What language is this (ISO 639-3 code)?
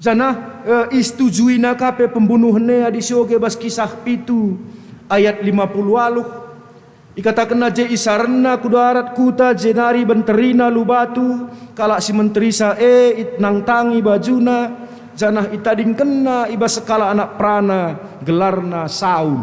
btx